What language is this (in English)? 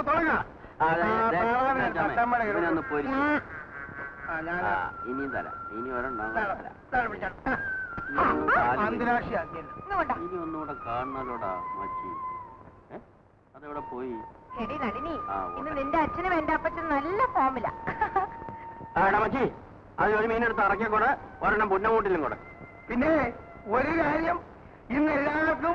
Malayalam